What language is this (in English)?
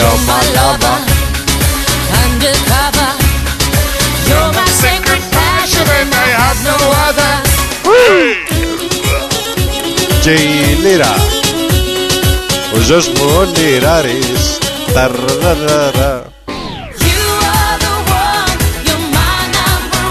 Greek